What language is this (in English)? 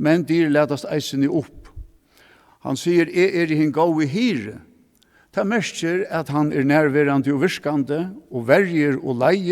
Faroese